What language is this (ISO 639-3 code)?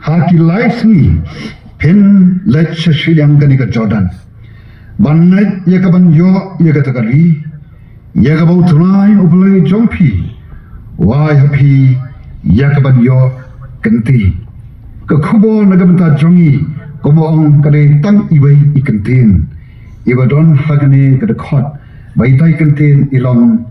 kha